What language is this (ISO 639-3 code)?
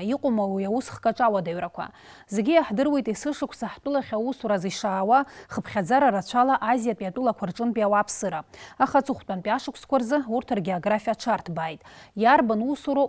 abk